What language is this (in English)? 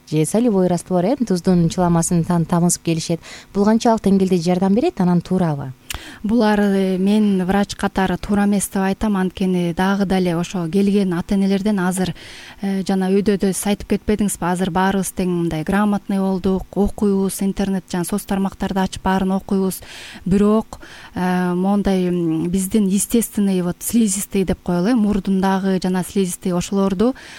Kyrgyz